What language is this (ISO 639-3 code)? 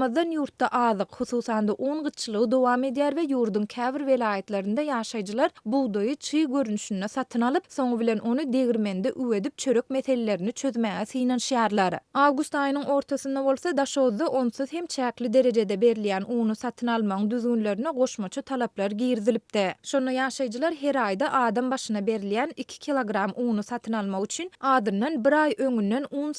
tuk